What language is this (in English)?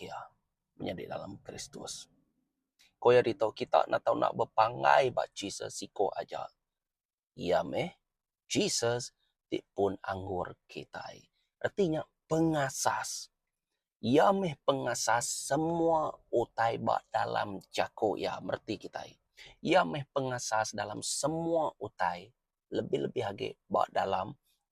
Iban